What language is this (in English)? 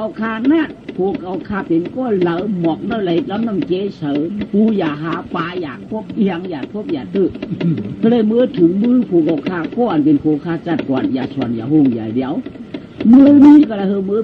Shan